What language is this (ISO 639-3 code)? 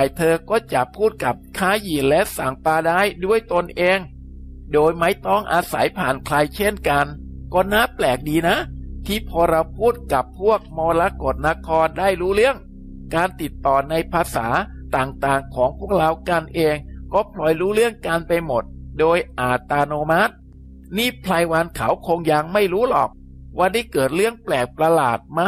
tha